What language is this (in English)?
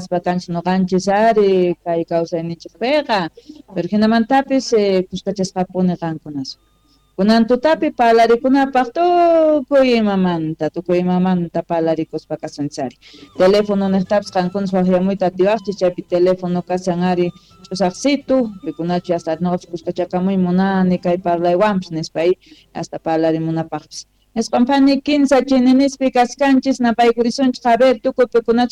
South Bolivian Quechua